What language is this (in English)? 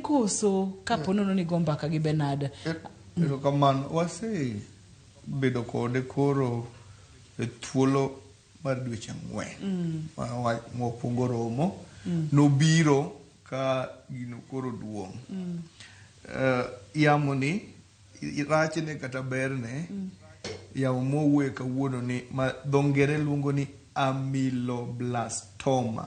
Luo (Kenya and Tanzania)